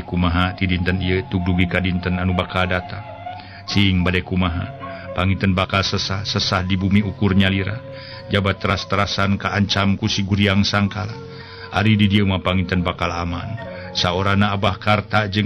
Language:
Sundanese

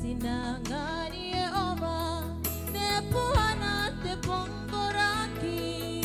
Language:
Gilbertese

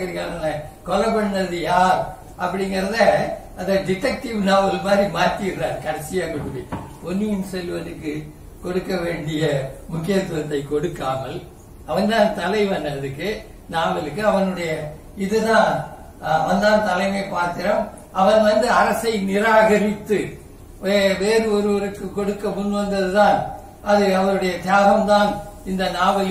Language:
Tamil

